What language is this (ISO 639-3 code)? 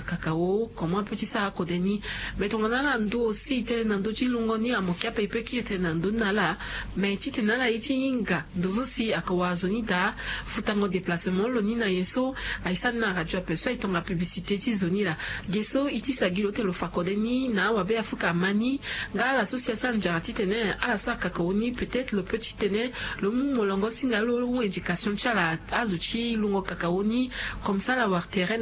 sag